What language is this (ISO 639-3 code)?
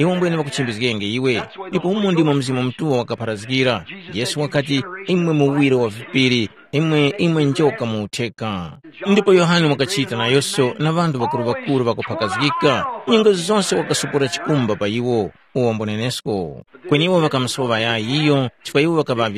tum